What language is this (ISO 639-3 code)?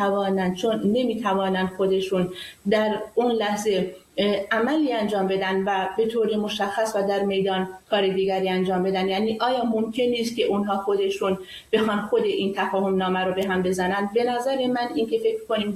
fas